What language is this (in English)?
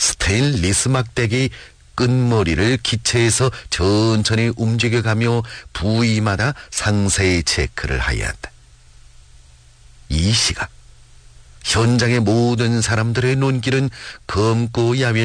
Korean